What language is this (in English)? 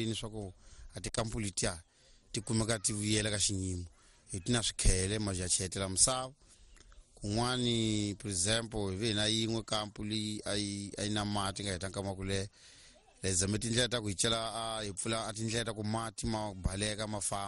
Tsonga